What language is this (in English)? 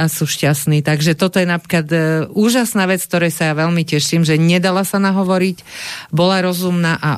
Slovak